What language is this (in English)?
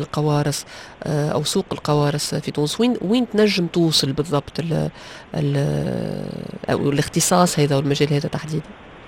Tunisian Arabic